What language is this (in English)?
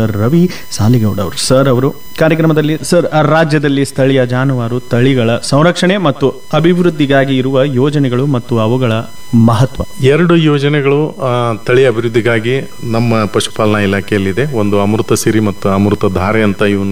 Kannada